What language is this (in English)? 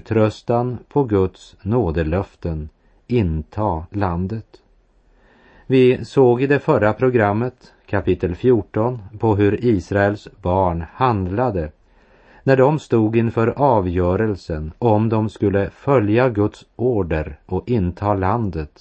Swedish